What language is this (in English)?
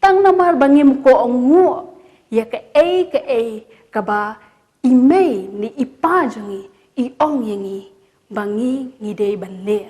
Khasi